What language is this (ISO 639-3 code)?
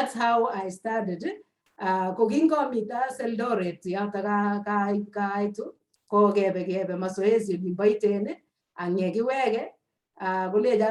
kln